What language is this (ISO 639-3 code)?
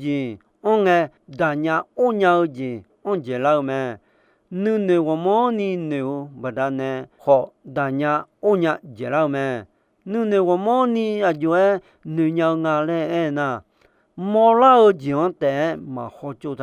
ahk